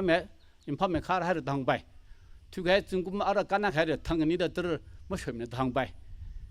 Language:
Tangkhul Naga (India)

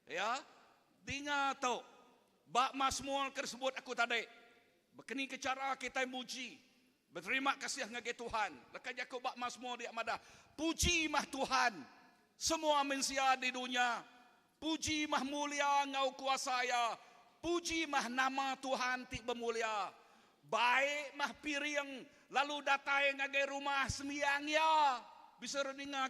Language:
Iban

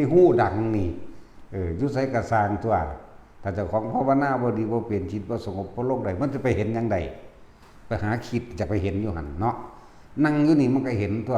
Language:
Northeastern Thai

